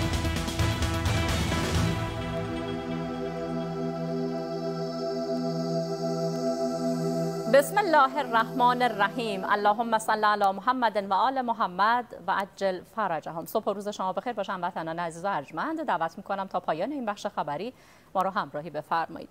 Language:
Persian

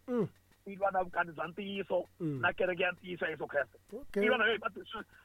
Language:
Tsonga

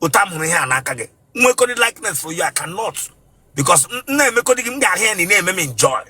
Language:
Igbo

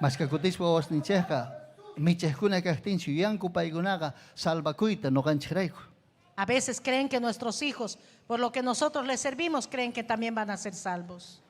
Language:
Ayacucho Quechua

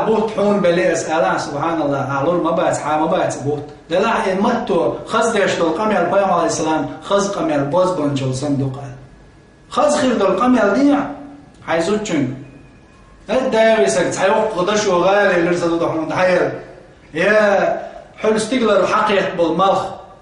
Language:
Chechen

